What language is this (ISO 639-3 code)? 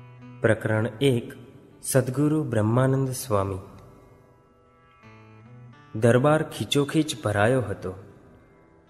guj